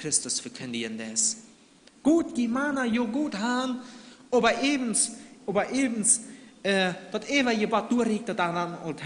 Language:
Plautdietsch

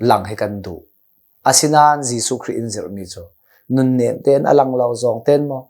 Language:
Hakha Chin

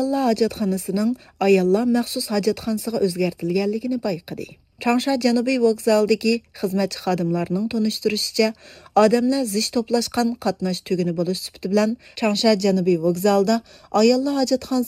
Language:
Uyghur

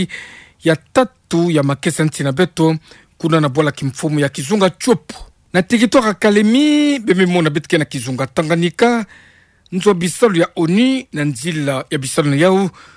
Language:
Kituba (Democratic Republic of Congo)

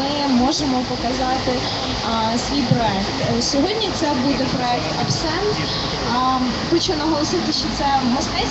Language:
Ukrainian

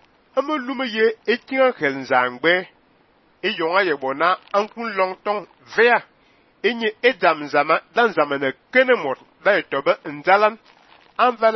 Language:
Fang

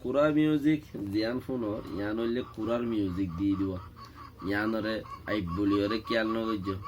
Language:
Rohingya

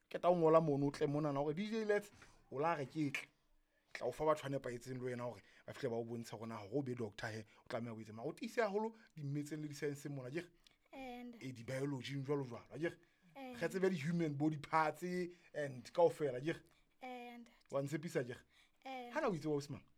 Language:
Southern Sotho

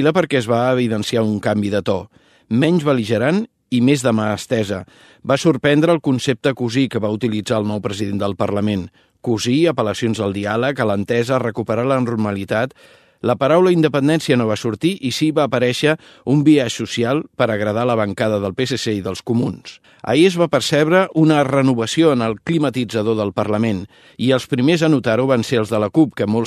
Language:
Catalan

